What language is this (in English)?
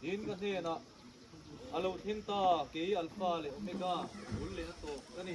Mizo